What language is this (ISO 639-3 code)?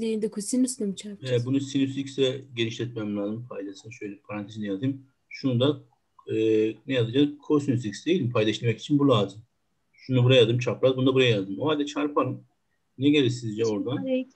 tur